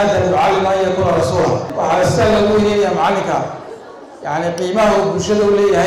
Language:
Somali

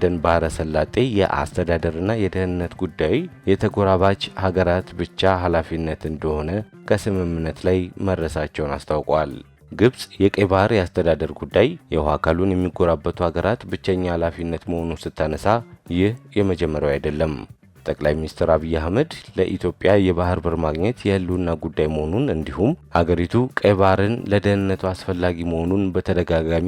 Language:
Amharic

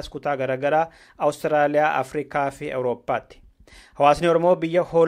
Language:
Oromo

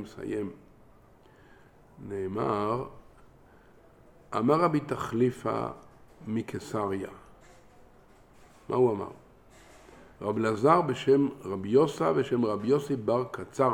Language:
Hebrew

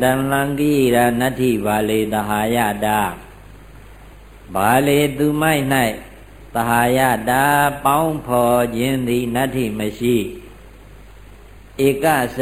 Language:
Burmese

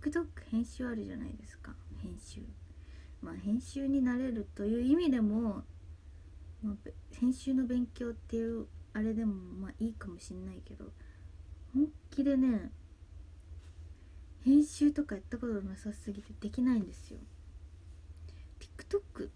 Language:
Japanese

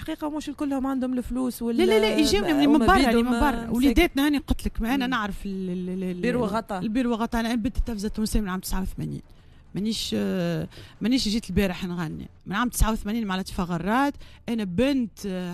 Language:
Tunisian Arabic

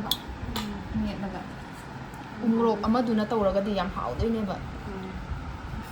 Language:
Manipuri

